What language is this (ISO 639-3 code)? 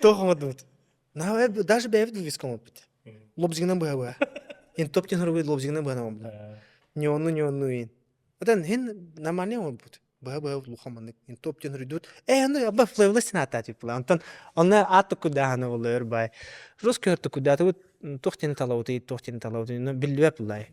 sah